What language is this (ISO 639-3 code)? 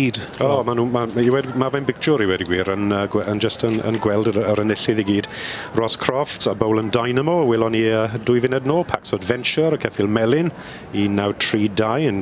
cym